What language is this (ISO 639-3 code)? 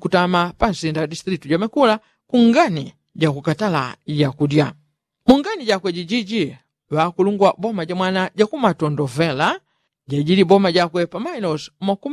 yao